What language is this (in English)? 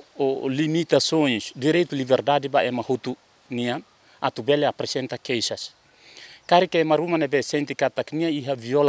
Tetum